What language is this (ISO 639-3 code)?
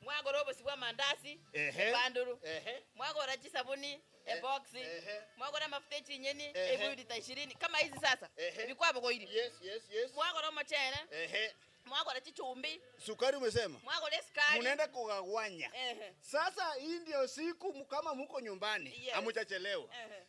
guz